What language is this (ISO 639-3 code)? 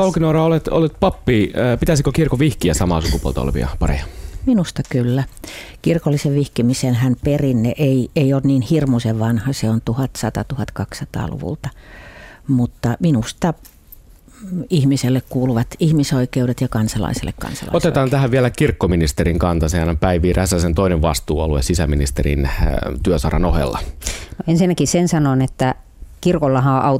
fin